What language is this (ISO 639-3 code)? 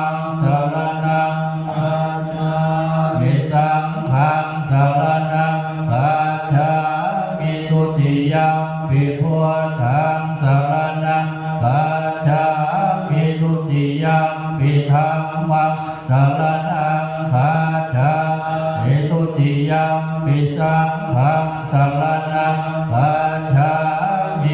pli